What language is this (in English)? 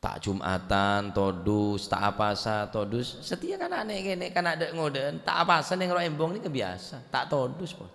Madurese